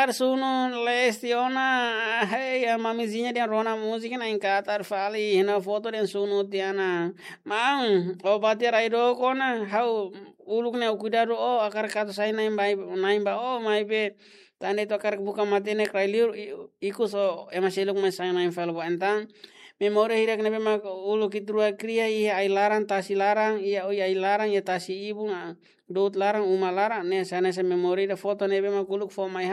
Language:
Tetum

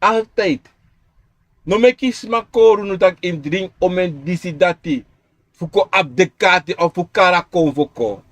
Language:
Sranan Tongo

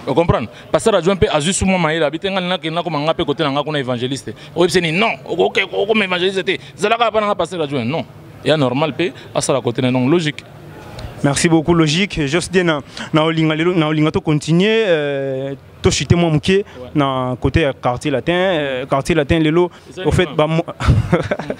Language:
Lingala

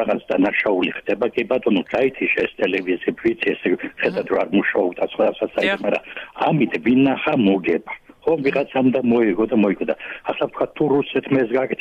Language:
Georgian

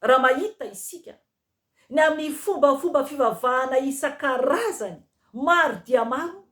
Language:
Malagasy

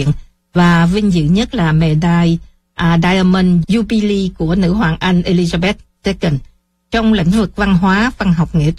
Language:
Vietnamese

